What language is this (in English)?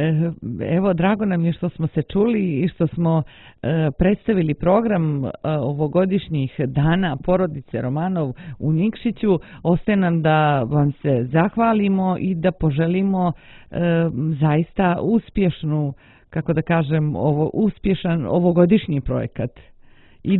Serbian